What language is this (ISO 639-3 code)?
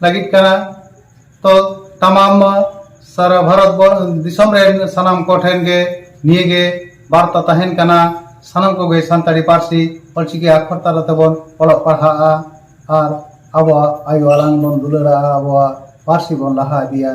sat